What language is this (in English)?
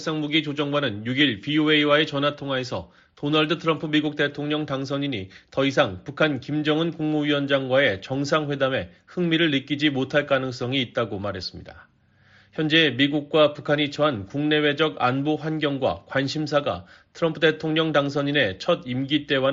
Korean